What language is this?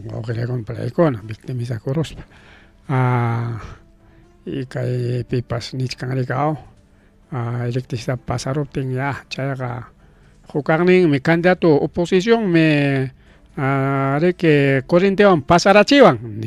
Ayacucho Quechua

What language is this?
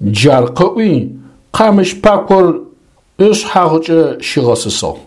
Adyghe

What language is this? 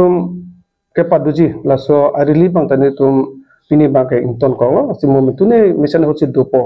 Karbi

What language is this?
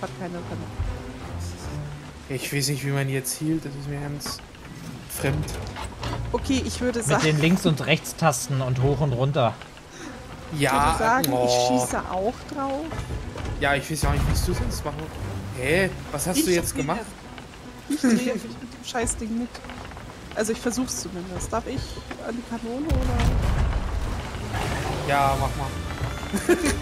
German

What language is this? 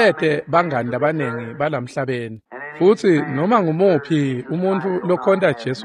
Swati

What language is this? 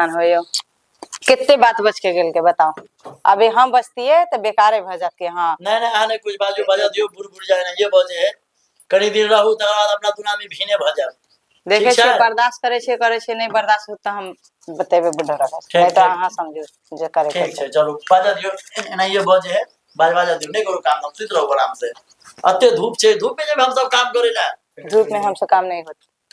Maithili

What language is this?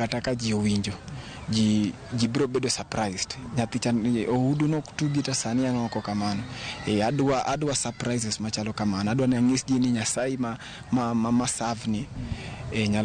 Luo (Kenya and Tanzania)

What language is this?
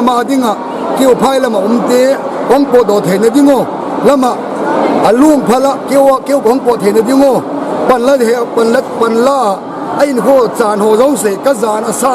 Paite Chin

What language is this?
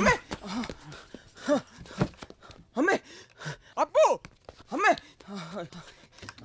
Malayalam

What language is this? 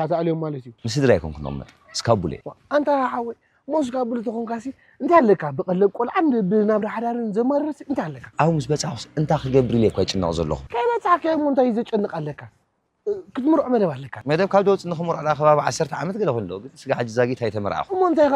Tigrinya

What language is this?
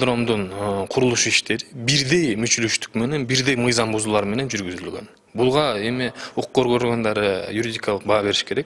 Kyrgyz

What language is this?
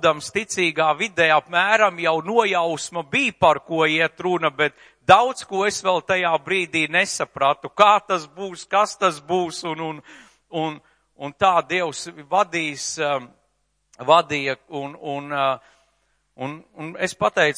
Latvian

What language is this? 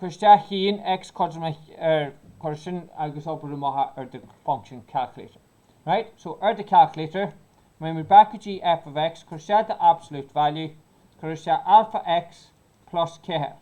Irish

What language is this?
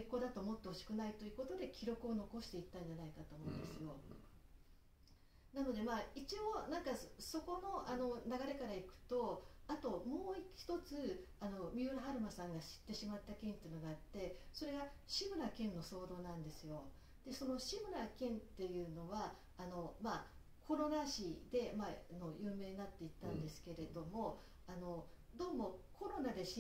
Japanese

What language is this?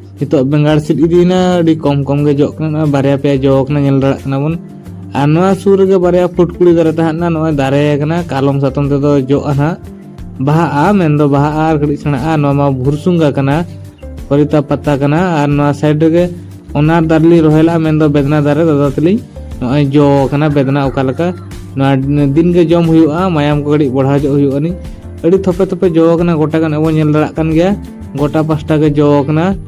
Santali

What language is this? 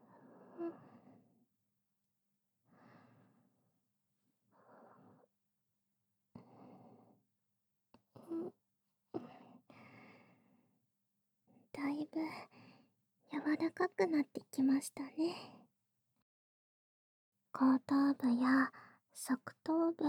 Japanese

